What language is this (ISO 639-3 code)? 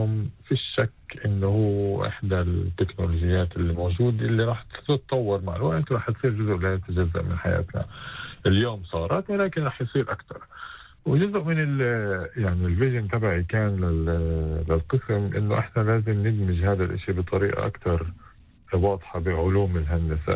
apc